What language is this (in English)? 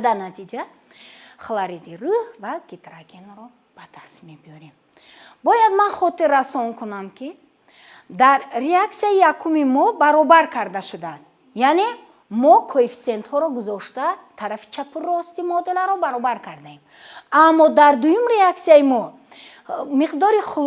Tajik